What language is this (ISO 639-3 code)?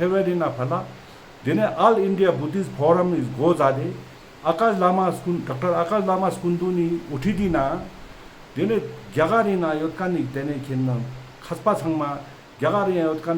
lbj